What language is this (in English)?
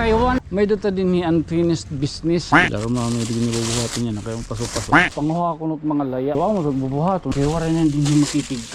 Waray